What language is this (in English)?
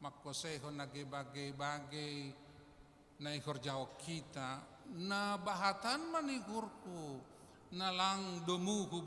Batak Simalungun